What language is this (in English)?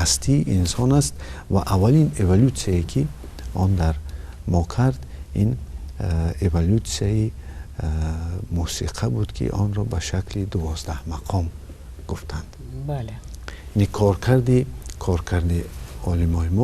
Tajik